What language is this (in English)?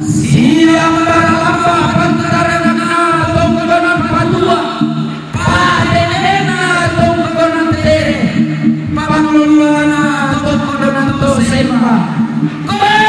Toraja-Sa'dan